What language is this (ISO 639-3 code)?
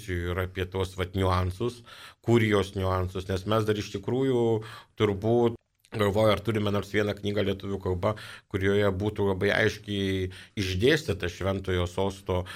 lit